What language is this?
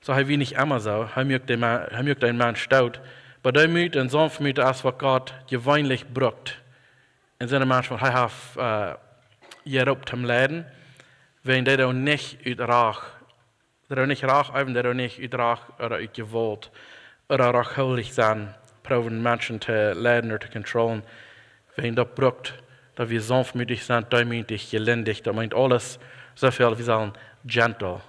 Plautdietsch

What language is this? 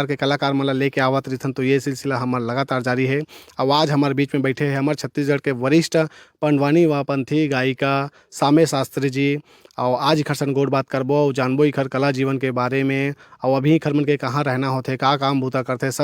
Chhattisgarhi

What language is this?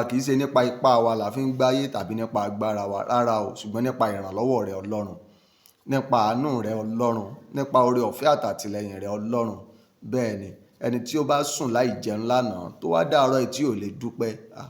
Yoruba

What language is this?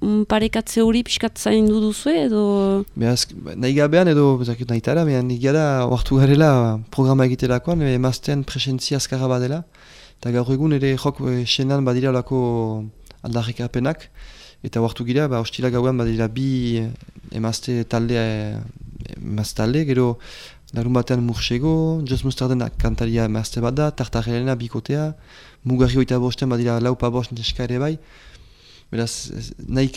Basque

